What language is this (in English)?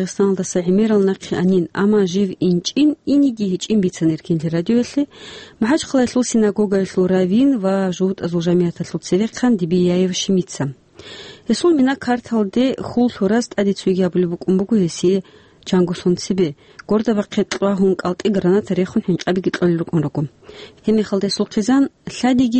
Avaric